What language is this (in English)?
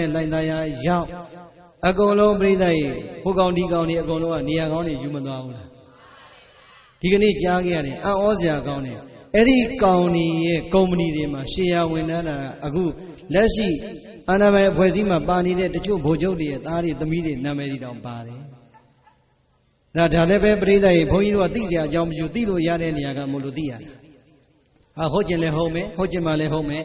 Burmese